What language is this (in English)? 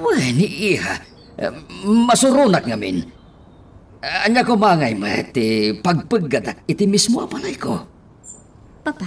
Iloko